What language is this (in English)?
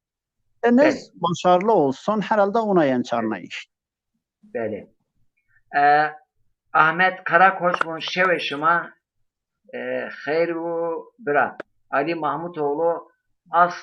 Zaza